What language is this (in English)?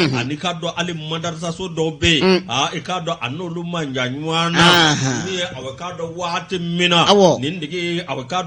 Bambara